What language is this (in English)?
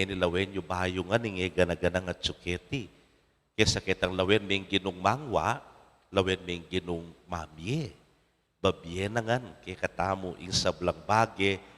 Pampanga